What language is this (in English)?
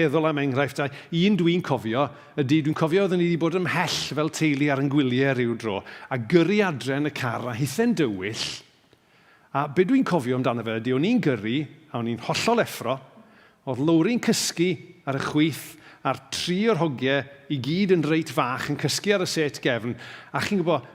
Welsh